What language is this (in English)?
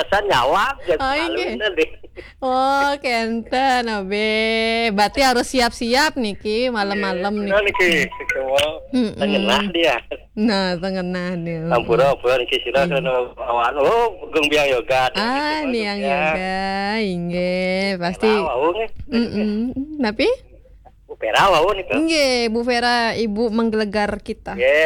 Balinese